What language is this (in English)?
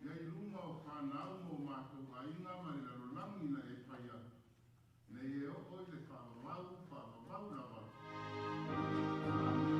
Samoan